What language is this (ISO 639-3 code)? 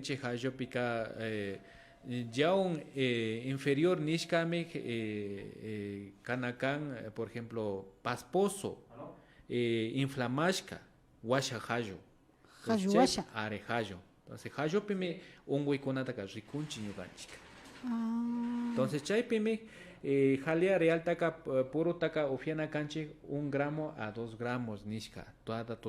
qvi